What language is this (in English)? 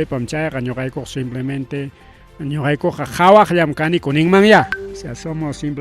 Ayacucho Quechua